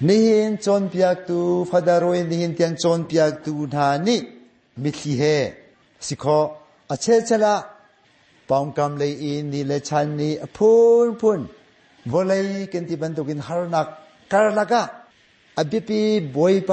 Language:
Hakha Chin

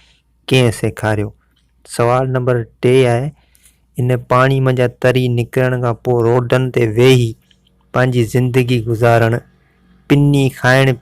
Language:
Sindhi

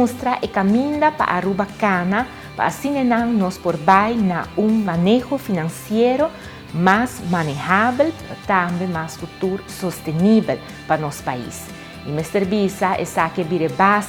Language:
Papiamento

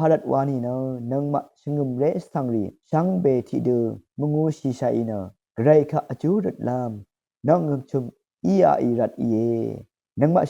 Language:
Rawang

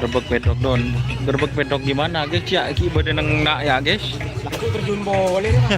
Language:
Madurese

